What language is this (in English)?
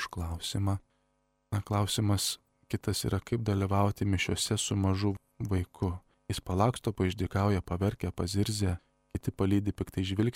Lithuanian